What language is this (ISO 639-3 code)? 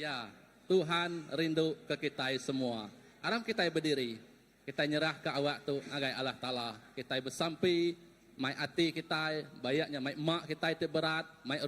iba